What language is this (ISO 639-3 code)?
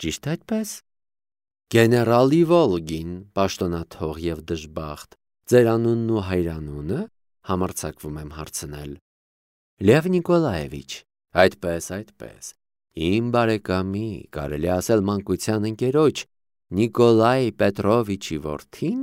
hye